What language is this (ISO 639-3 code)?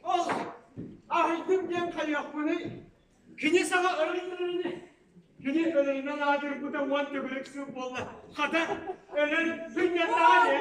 sah